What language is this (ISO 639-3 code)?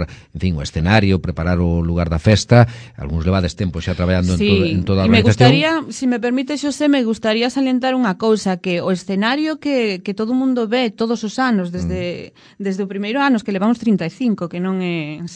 glg